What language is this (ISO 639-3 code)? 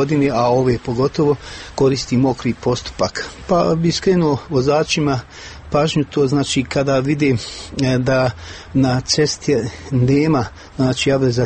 hrv